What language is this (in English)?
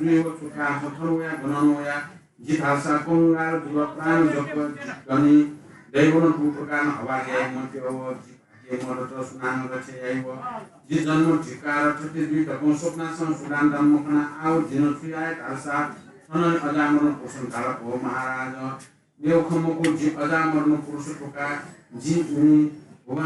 Newari